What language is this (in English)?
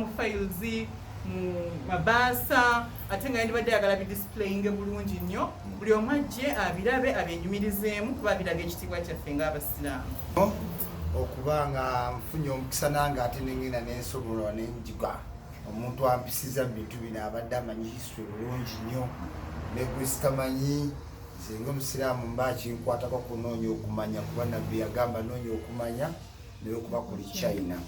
Ganda